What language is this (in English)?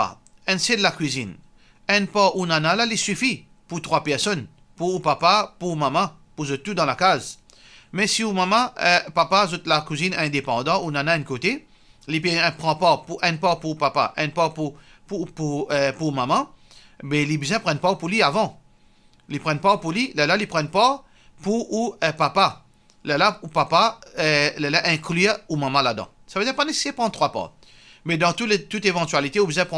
Morisyen